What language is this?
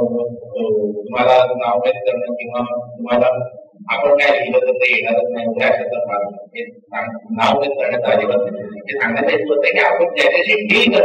Marathi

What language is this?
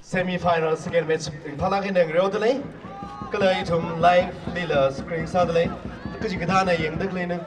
Tangkhul Naga (India)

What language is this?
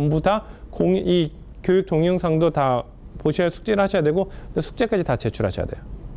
Korean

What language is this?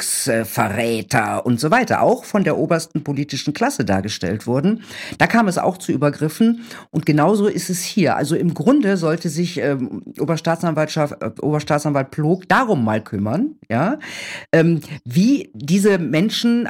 German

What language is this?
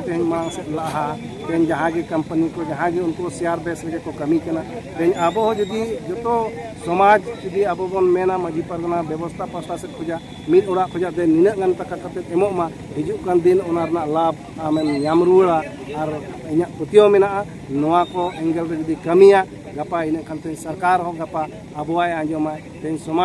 Santali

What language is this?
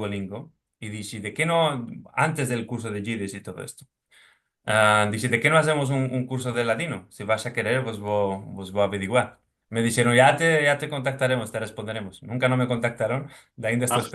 Ladino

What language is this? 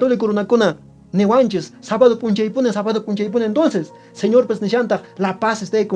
Quechua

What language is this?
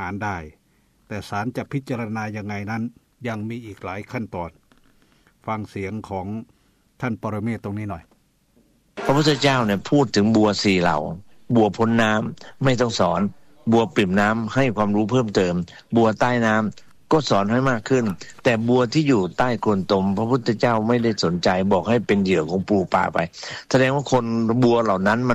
Thai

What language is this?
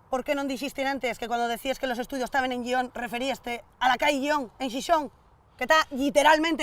Asturian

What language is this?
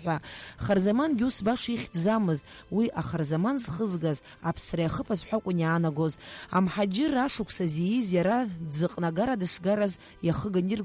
Abkhazian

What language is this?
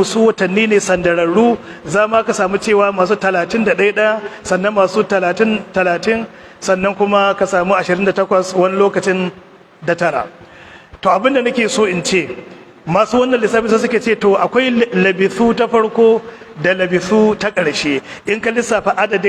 Hausa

